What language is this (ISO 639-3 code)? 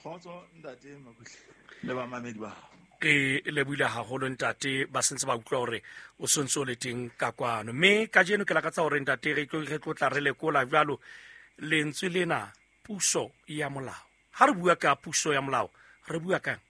sot